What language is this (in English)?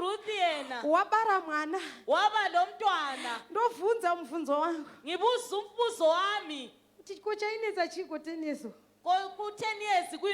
Shona